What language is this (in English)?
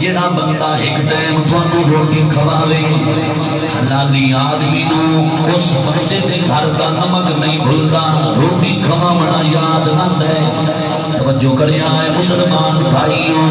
Saraiki